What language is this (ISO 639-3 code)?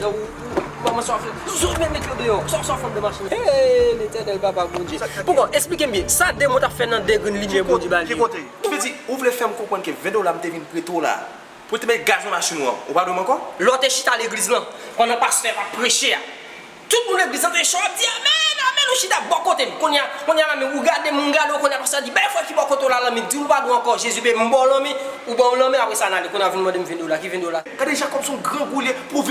hat